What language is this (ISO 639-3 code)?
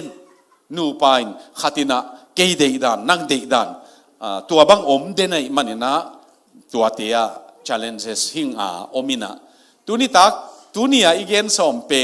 ctd